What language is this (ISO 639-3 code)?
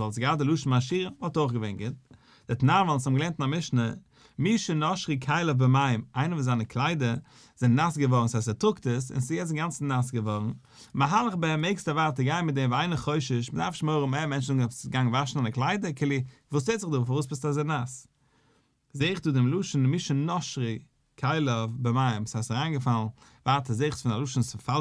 yid